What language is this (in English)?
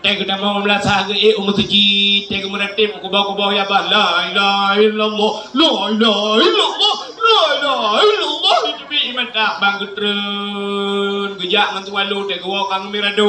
Achinese